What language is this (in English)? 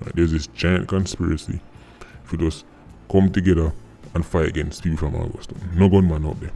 Jamaican Creole English